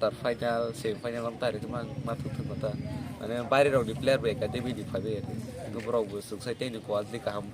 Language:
Kok Borok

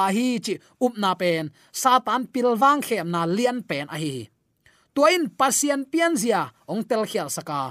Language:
Tedim Chin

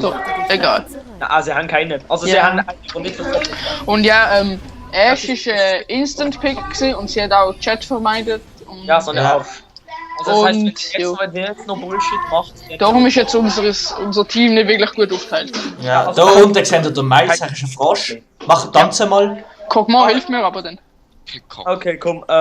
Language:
Swiss German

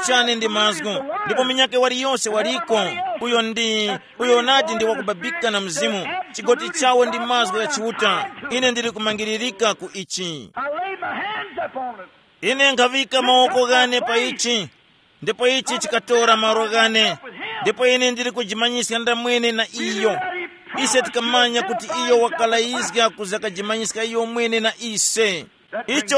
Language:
Tumbuka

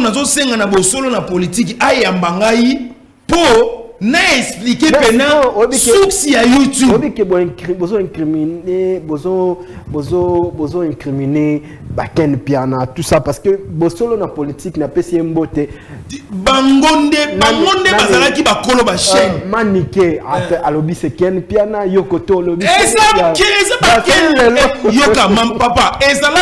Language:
Lingala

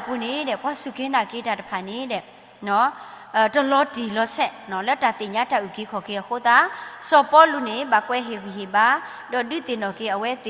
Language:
S'gaw Karen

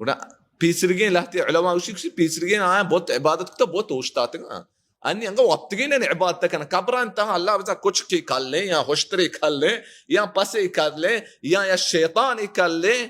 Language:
Baluchi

